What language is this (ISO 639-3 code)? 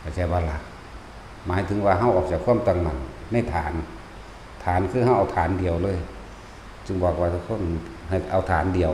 tts